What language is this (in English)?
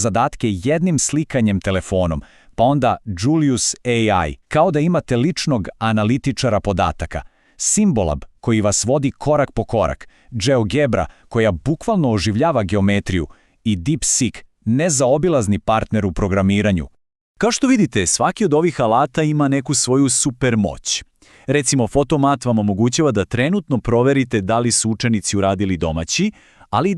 Macedonian